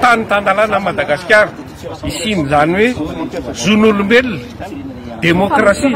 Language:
Malagasy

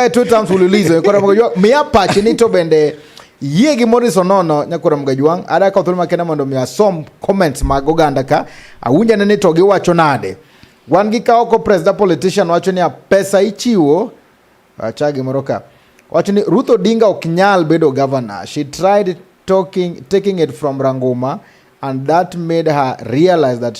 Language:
Luo (Kenya and Tanzania)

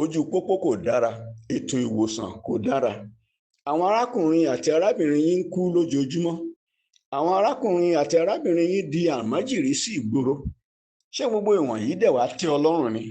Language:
Yoruba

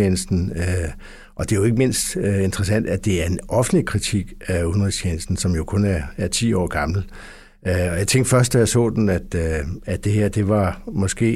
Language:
Danish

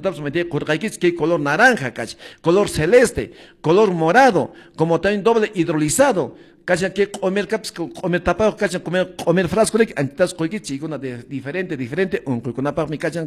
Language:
Quechua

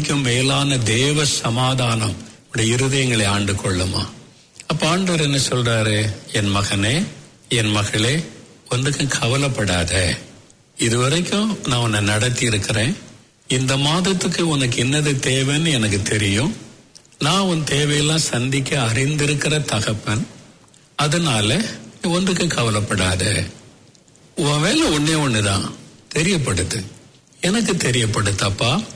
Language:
Tamil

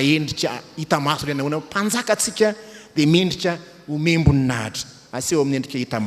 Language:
Malagasy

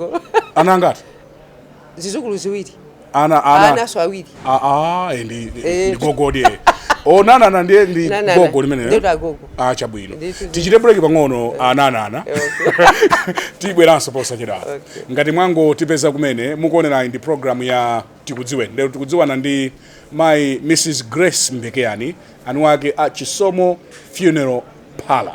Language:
Nyanja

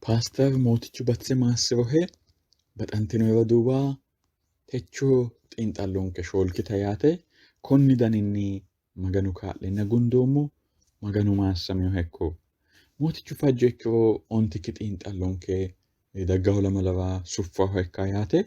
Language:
Sidamo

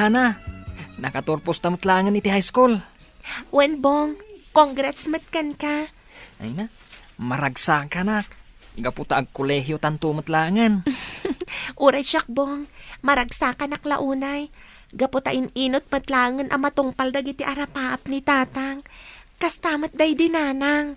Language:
Iloko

